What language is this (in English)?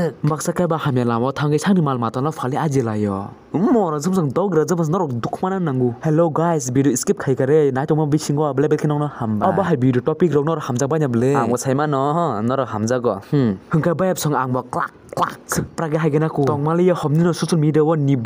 Kok Borok